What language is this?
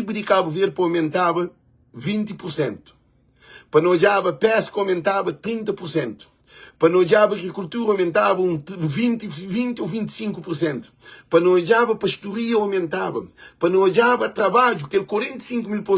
Kabuverdianu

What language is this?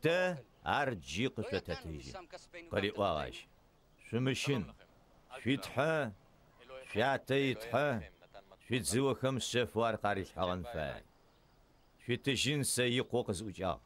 Adyghe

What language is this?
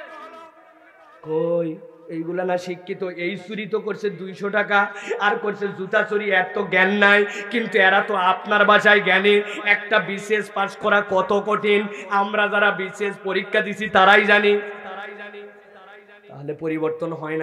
Bangla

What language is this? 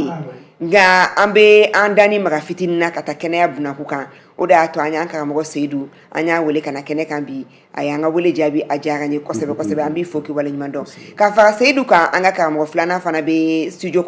Bambara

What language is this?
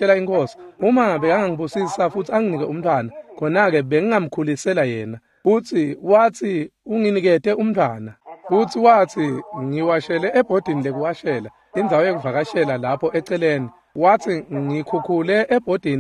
Swati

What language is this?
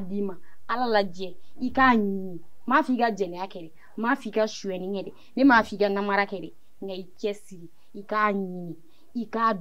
Bambara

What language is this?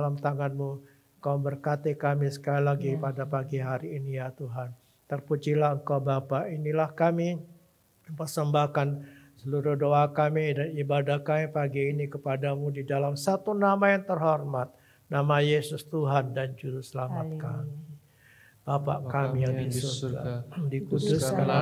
Indonesian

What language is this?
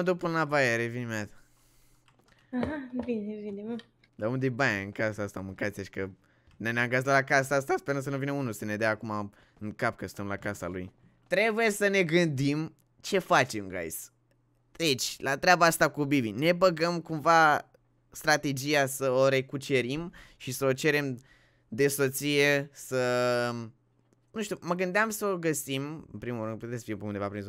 Romanian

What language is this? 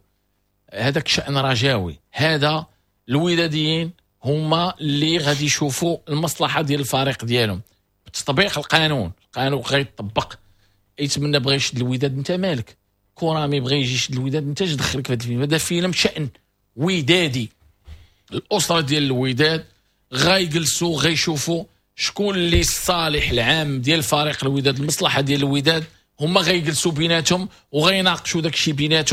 Moroccan Arabic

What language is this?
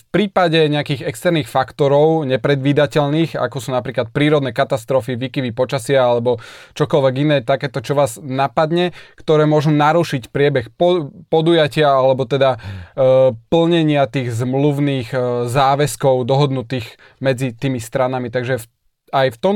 Slovak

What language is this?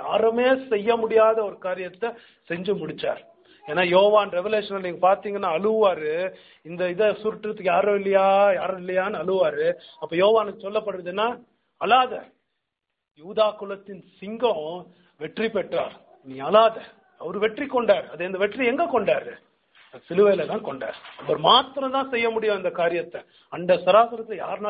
Tamil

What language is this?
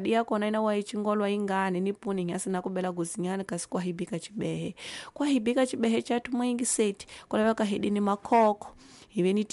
Tsonga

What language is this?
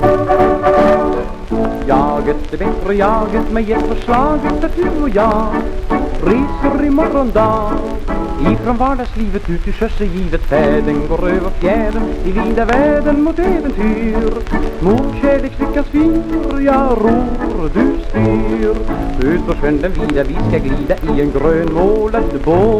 Swedish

